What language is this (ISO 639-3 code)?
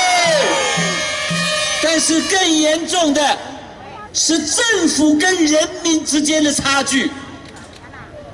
zho